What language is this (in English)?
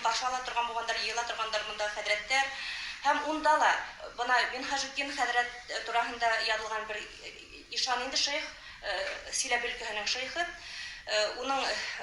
Bashkir